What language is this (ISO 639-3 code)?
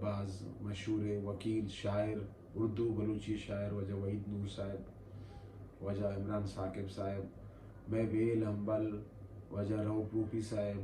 bal